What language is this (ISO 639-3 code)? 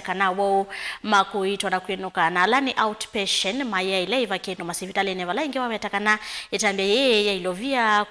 kam